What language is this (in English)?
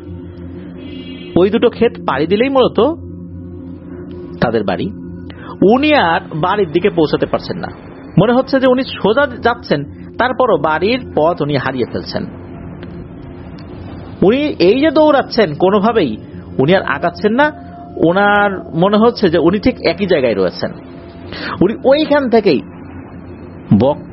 Bangla